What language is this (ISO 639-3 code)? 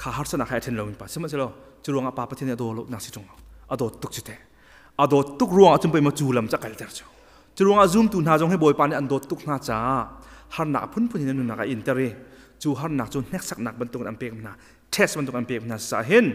cnh